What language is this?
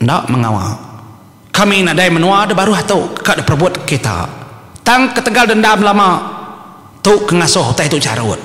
Iban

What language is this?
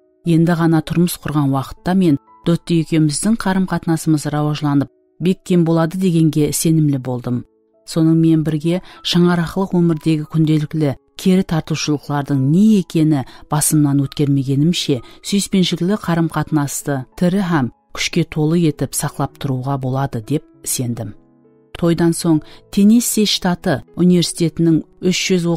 Kara-Kalpak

